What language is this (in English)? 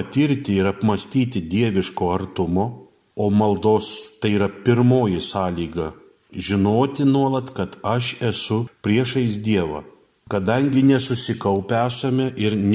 Lithuanian